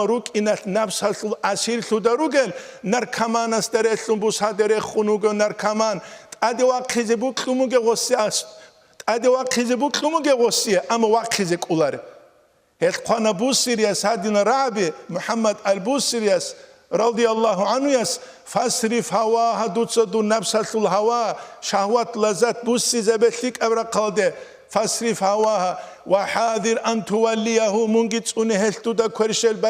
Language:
Avaric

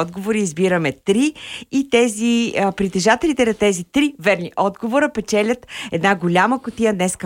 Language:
Bulgarian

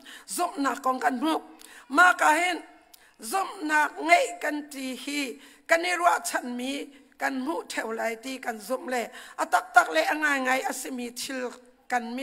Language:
Hakha Chin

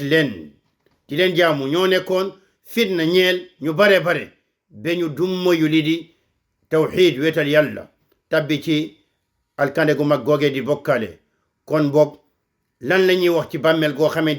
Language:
Wolof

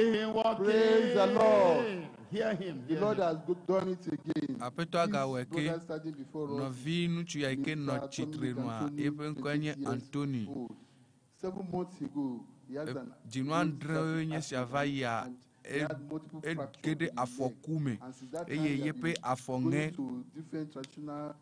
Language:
Ewe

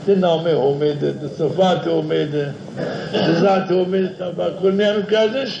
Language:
Zaza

